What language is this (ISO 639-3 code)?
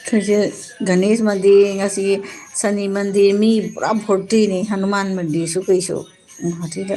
mni